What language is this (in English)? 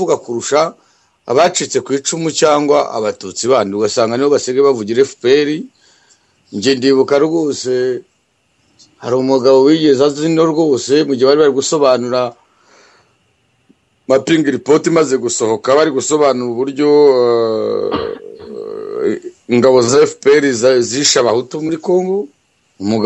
Kinyarwanda